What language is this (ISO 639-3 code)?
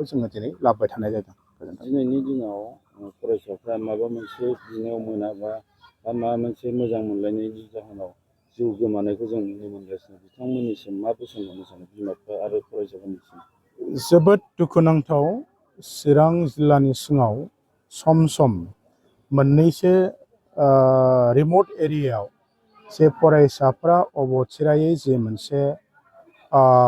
brx